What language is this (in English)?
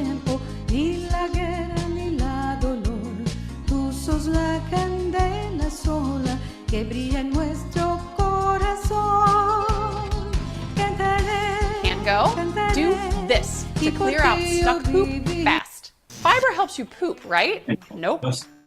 Ladino